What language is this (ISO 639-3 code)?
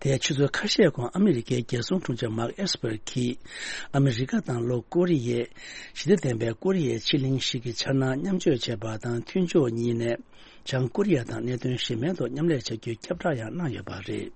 bod